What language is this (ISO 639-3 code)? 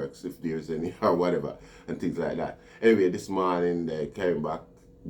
jam